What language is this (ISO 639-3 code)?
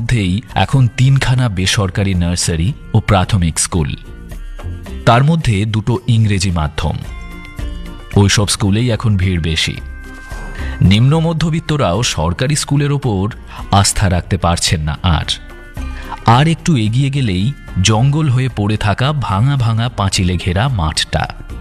ben